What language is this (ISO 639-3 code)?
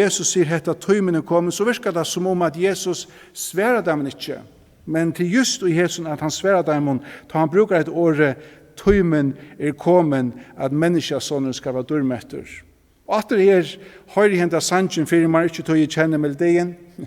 fao